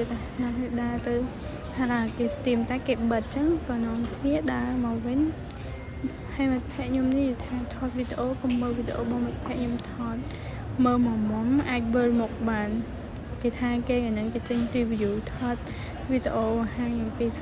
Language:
Khmer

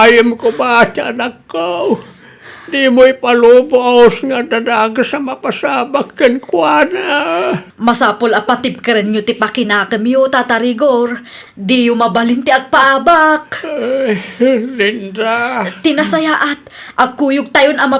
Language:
Iloko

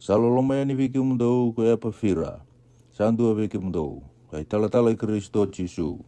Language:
Fijian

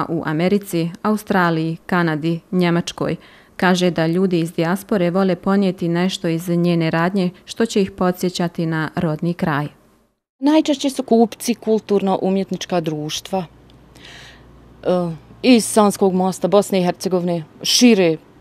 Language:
Bosnian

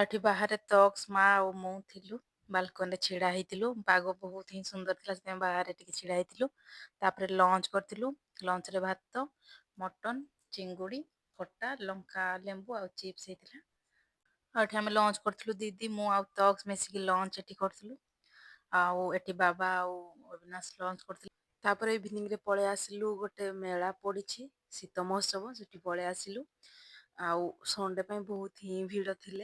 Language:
Odia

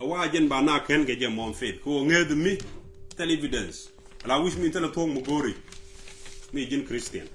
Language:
Nuer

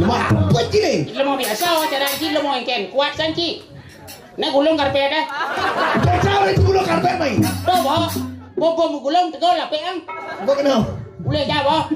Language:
Balinese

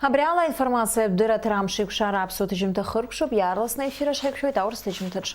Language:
Abkhazian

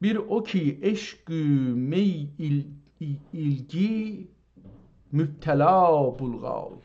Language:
South Azerbaijani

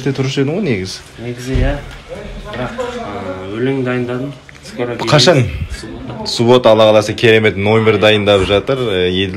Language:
Kazakh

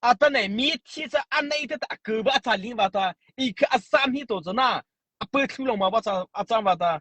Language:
Mara Chin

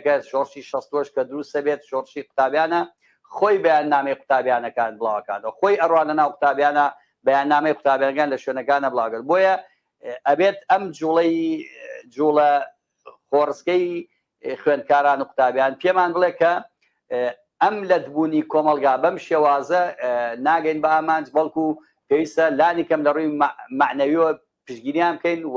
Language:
Central Kurdish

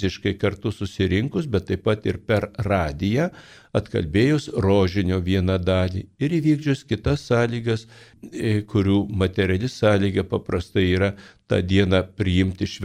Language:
Lithuanian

